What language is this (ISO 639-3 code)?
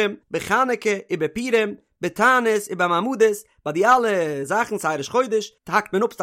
yid